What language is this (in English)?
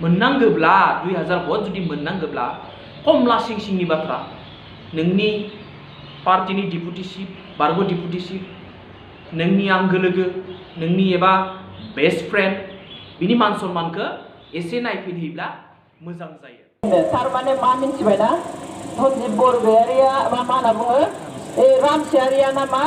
Bodo